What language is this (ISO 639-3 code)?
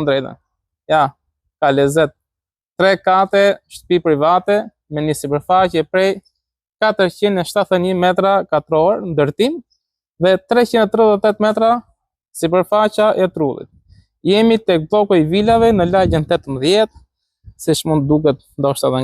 sqi